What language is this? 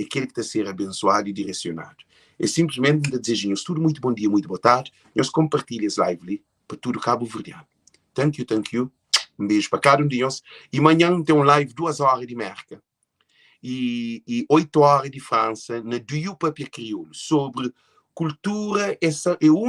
Kabuverdianu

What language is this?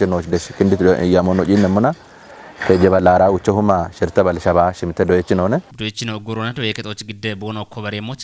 Kafa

